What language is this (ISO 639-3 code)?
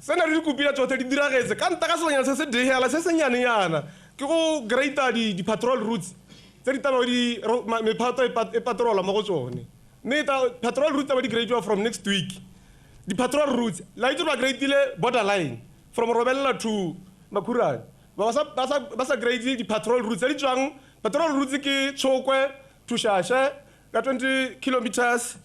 tsn